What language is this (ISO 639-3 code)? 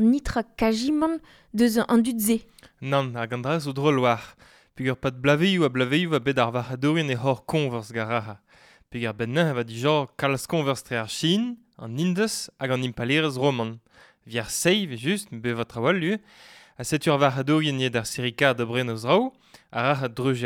bre